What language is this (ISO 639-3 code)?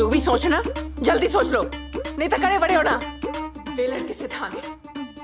pan